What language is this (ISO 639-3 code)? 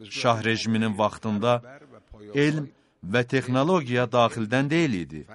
aze